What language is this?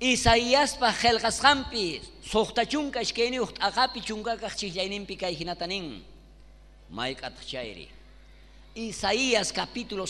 South Bolivian Quechua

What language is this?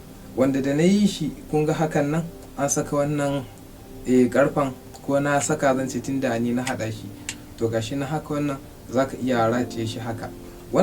Hausa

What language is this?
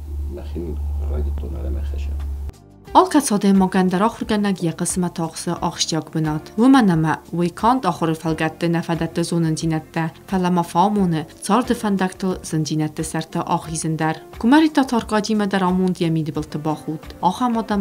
Ossetic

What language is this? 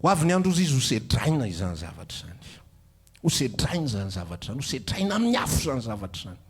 Malagasy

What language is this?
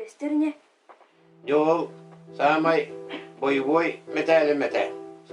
Yakut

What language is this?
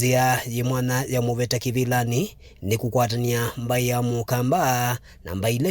Kamba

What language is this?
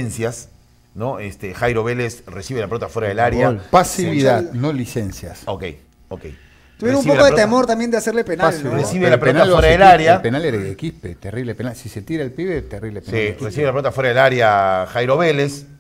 Spanish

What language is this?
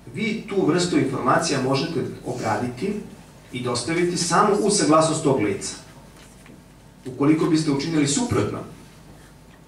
Serbian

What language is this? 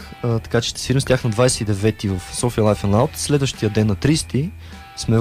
Bulgarian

